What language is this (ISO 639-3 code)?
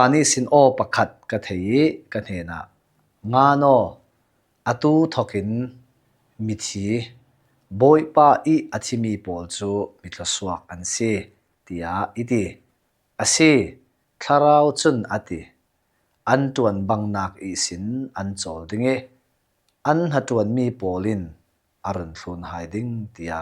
cfm